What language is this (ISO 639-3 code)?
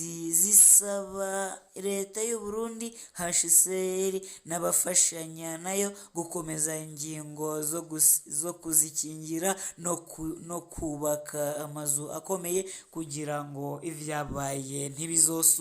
run